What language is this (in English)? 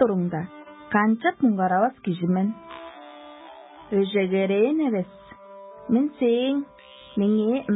Tuvinian